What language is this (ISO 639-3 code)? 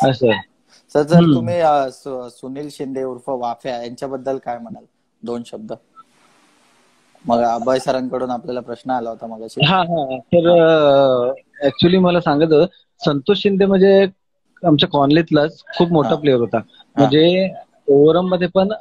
mar